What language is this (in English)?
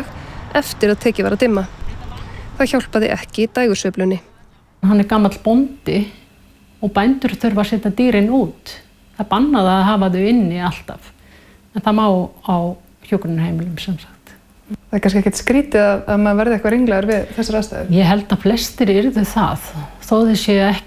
Icelandic